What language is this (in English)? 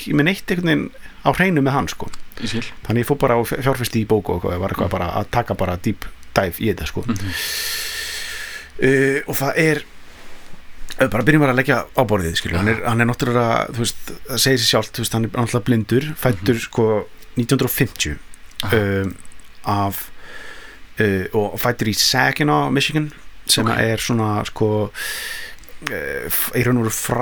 Icelandic